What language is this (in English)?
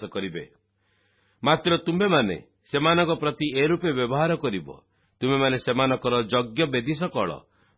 Odia